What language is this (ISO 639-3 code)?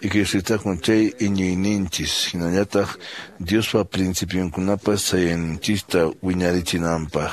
que